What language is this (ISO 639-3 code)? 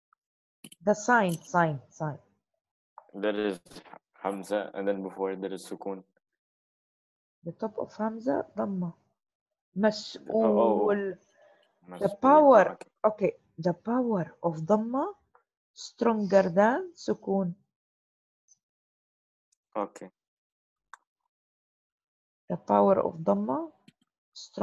eng